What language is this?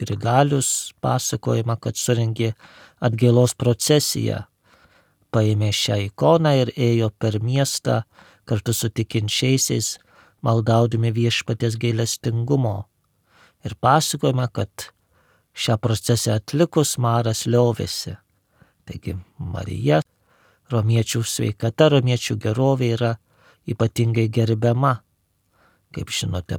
Lithuanian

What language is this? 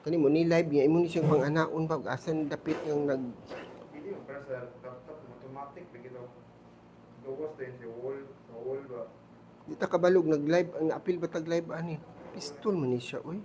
Cebuano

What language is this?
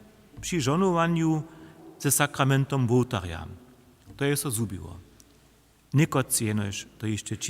Upper Sorbian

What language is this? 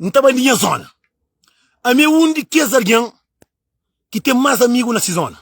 Kabuverdianu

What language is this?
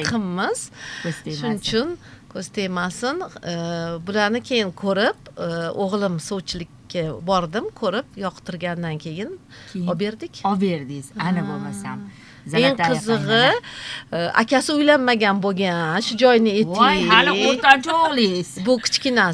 Uzbek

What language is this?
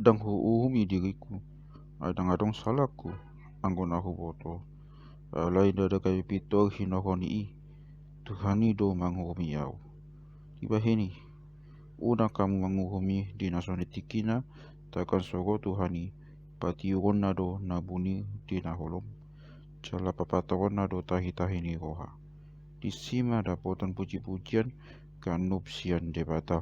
Batak Toba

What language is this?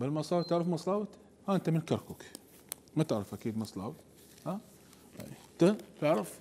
Mesopotamian Arabic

